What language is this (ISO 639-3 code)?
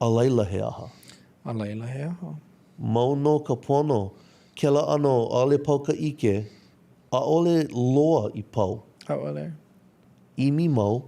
haw